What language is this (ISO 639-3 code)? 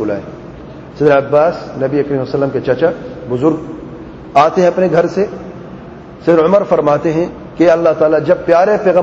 urd